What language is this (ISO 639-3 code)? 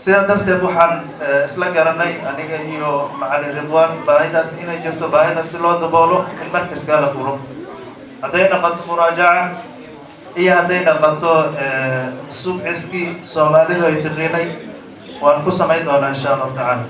som